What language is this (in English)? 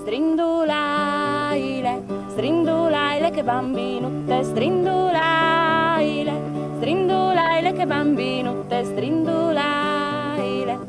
Friulian